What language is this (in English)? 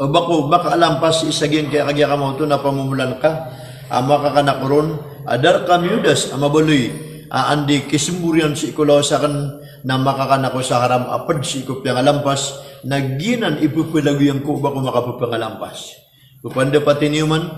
Maranao